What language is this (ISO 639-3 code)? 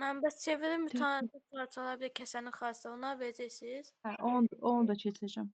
aze